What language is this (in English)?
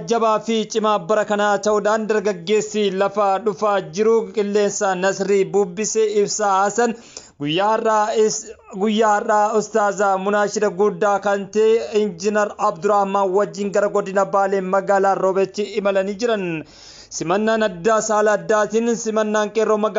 Oromo